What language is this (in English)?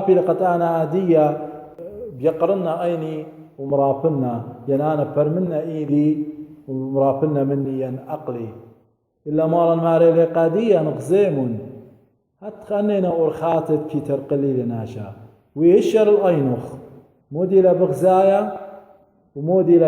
Assyrian Neo-Aramaic